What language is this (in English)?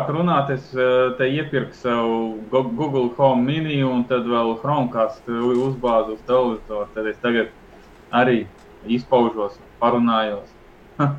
Latvian